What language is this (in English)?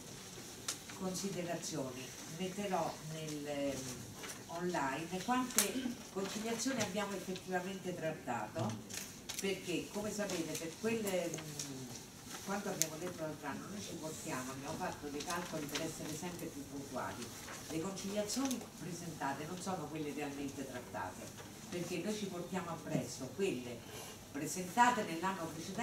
Italian